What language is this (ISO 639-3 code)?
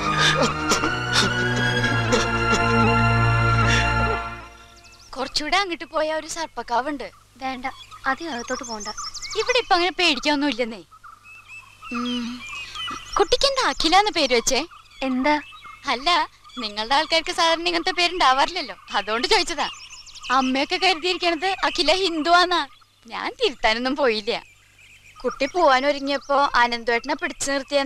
mal